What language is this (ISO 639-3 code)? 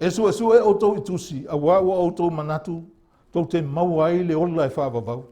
smo